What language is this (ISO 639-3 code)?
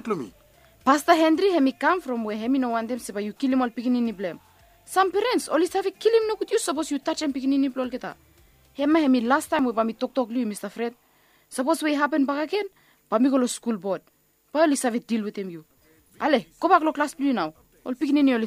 bis